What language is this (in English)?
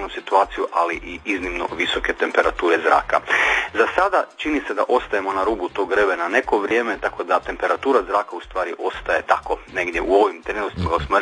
Croatian